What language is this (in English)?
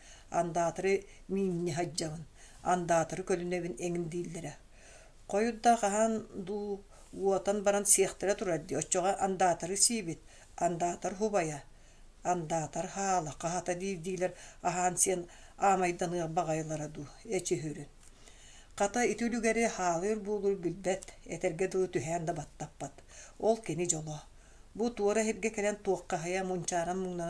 Yakut